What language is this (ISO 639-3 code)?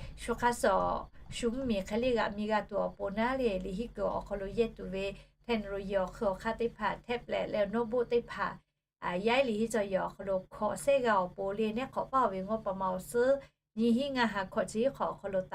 lhu